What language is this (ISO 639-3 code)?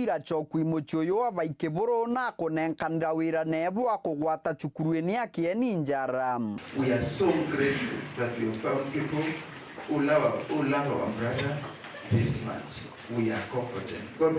mer